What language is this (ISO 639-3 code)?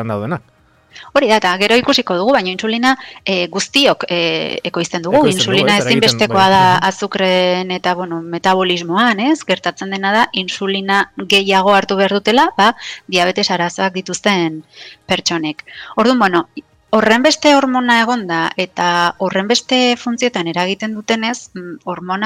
eus